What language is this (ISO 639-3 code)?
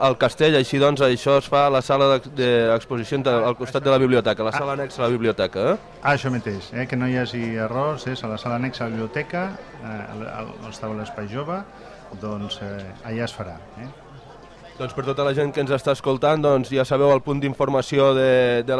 cat